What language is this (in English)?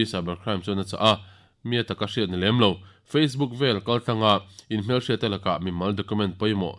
Mizo